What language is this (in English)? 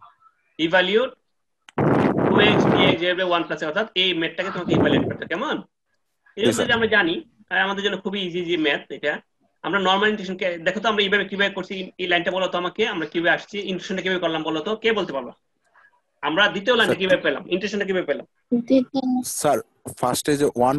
Bangla